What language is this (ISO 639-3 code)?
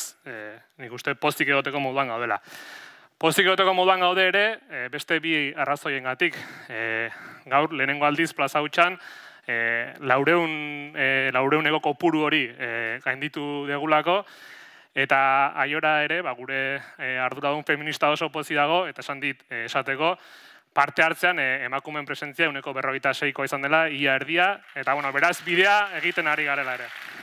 eus